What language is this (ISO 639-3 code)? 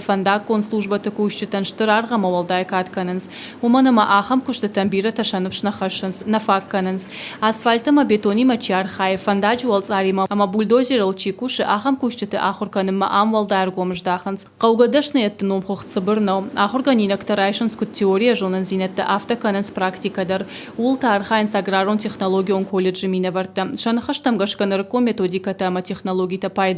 oss